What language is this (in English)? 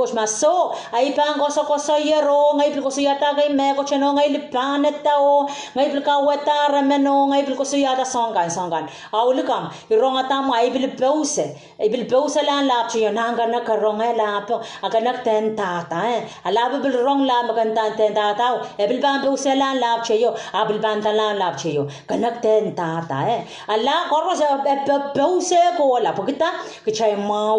Pohnpeian